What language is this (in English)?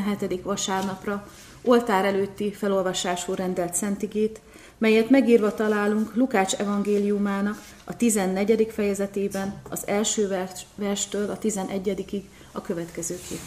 Hungarian